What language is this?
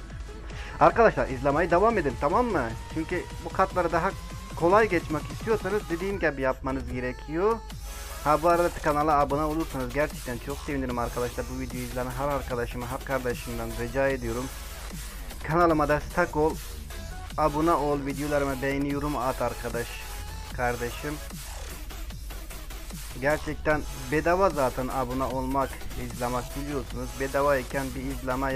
Turkish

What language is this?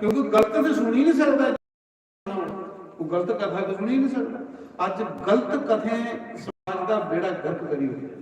Dogri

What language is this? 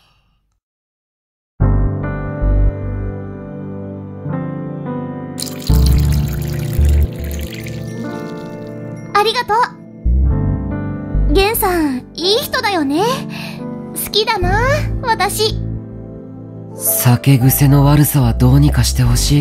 Japanese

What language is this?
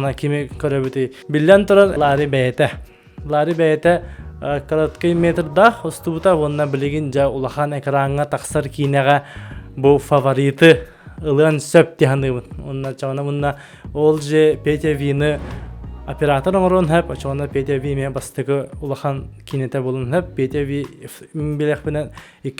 Yakut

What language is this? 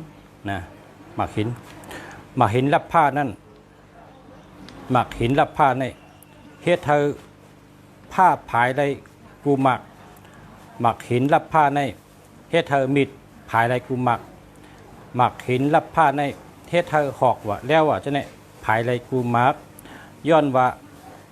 Shan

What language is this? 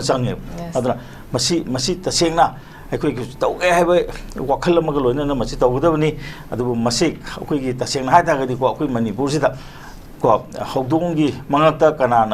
Manipuri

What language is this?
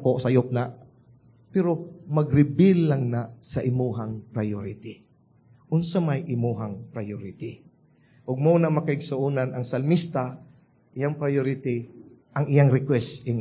Cebuano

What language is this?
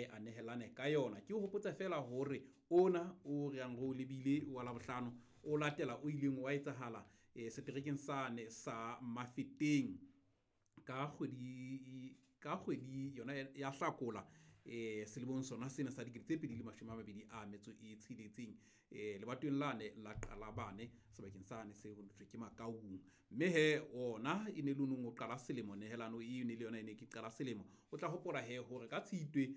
Southern Sotho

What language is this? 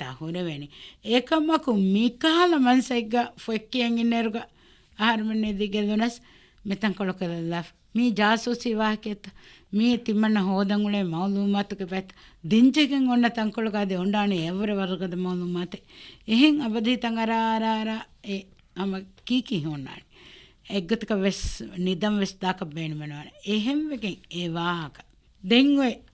Divehi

